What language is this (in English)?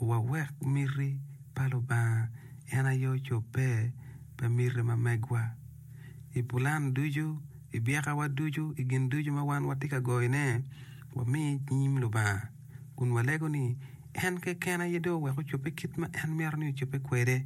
Acoli